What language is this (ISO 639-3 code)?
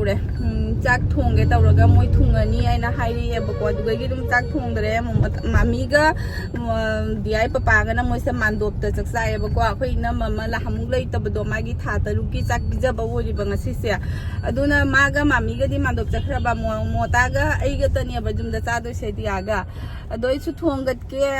mni